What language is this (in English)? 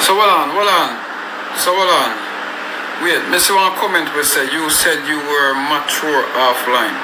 Jamaican Creole English